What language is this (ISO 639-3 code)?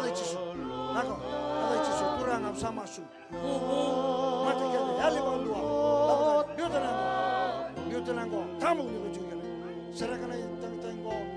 fij